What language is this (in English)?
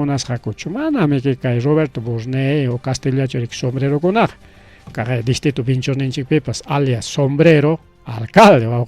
Ayacucho Quechua